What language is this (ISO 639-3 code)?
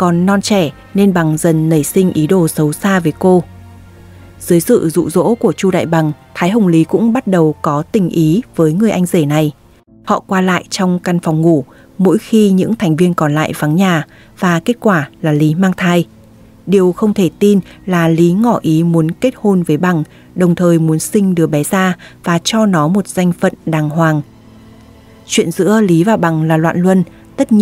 vie